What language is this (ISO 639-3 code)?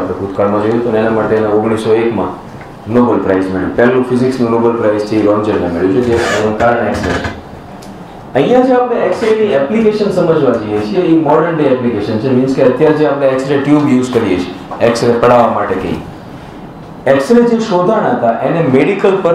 guj